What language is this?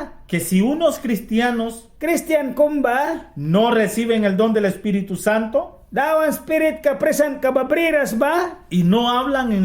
Mískito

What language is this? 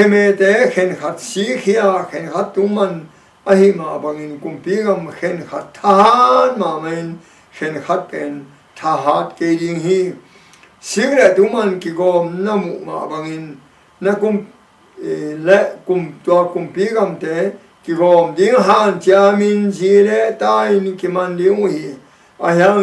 Tedim Chin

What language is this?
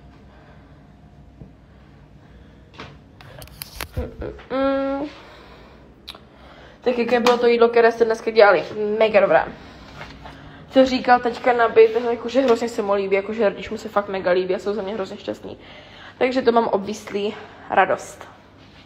Czech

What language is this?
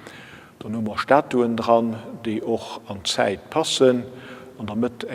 Luxembourgish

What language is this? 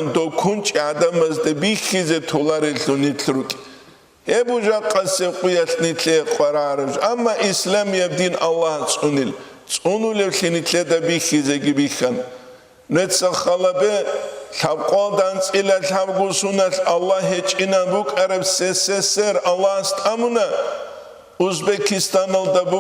Avaric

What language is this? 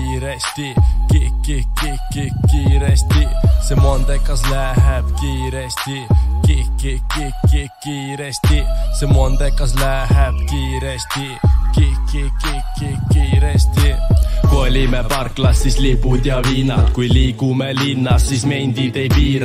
Estonian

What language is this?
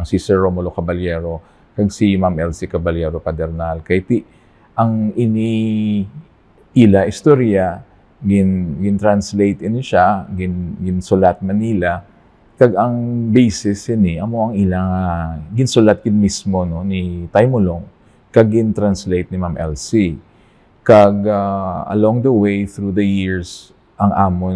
Hiligaynon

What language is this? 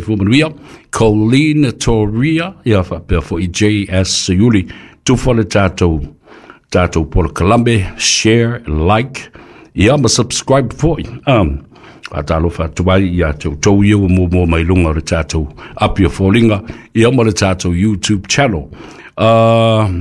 Samoan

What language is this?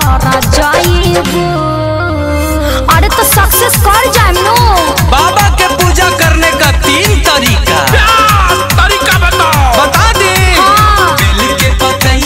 Bhojpuri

